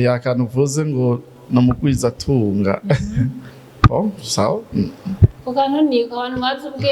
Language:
Rundi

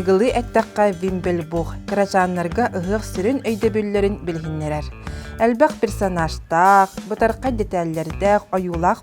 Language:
Yakut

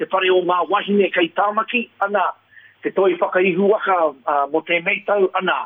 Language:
Māori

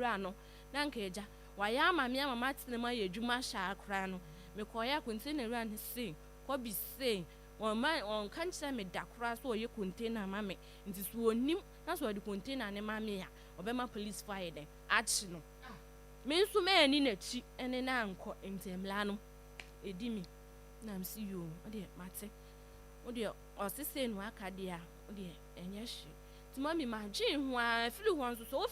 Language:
Akan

